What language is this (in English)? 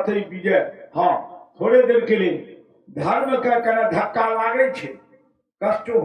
Maithili